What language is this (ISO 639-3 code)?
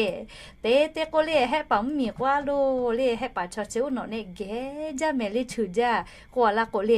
lhu